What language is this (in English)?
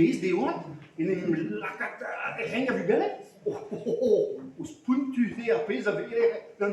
Breton